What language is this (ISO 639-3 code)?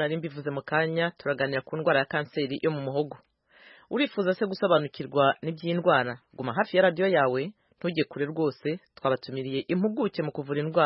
kin